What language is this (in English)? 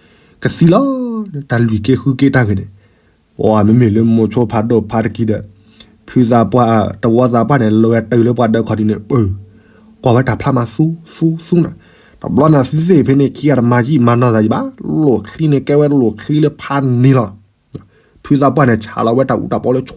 S'gaw Karen